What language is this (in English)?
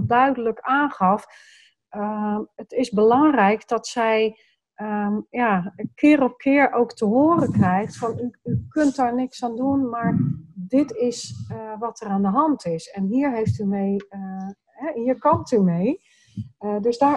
Dutch